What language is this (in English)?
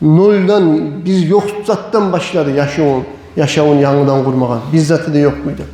Kumyk